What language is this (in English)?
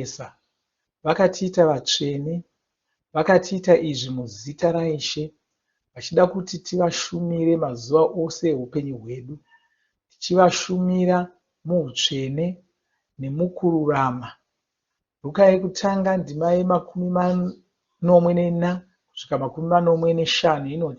Shona